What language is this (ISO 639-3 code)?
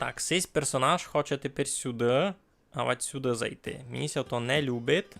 rue